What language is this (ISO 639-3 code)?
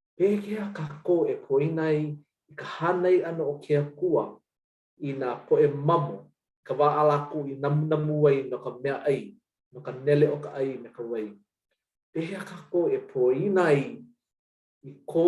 haw